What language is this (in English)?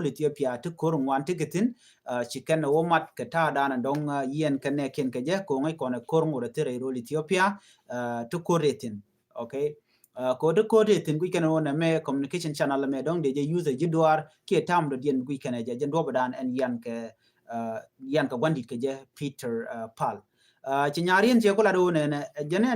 Nuer